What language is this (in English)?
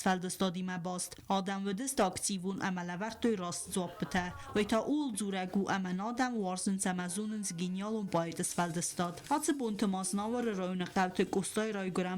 Ossetic